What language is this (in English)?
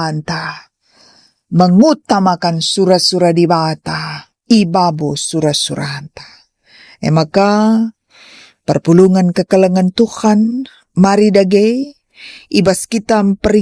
Batak Karo